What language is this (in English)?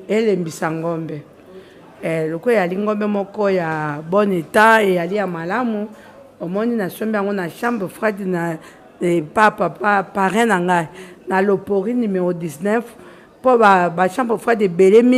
Lingala